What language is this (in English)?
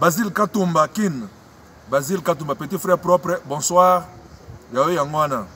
Luba-Lulua